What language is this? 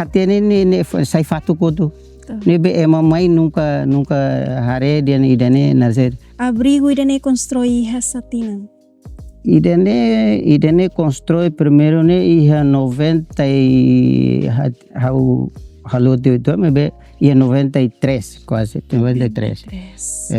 Tetum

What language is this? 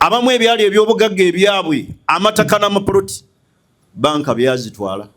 Ganda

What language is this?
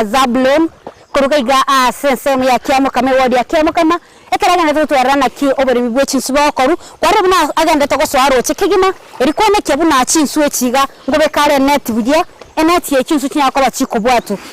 Gusii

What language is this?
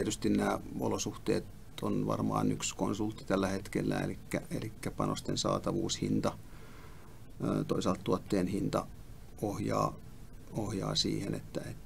Finnish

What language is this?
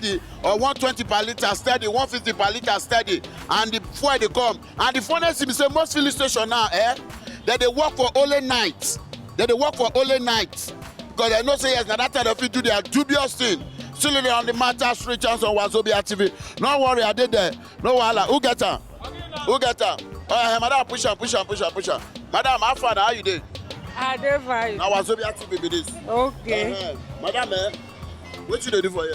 Nigerian Pidgin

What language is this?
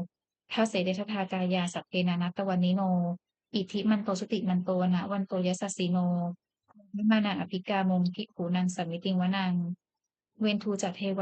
Pali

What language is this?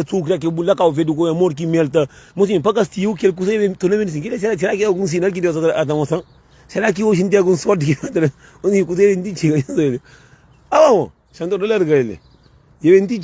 Kabuverdianu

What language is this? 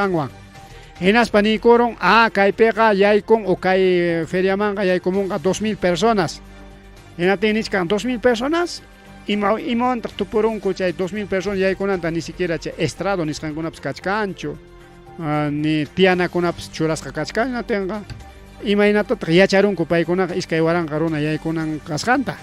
Ayacucho Quechua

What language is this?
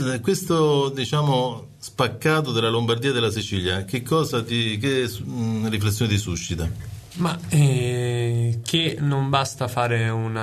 Italian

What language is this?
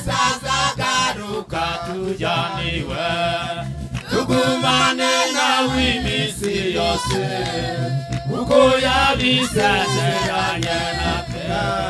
Kinyarwanda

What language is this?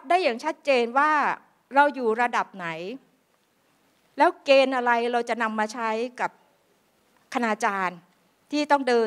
Thai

